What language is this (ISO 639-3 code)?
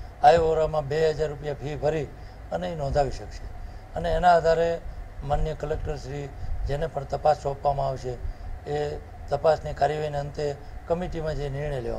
guj